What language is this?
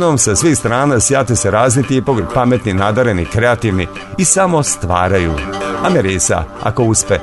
Serbian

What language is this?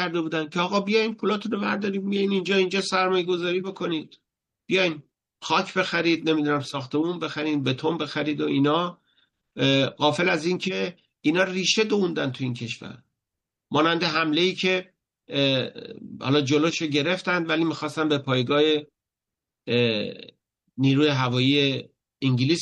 Persian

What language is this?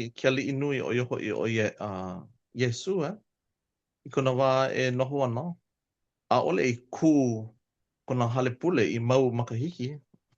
Hawaiian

